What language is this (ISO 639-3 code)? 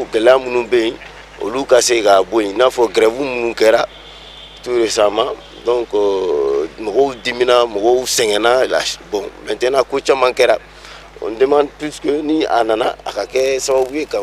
bam